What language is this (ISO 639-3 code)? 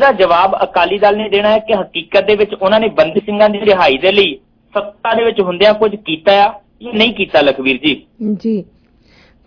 pan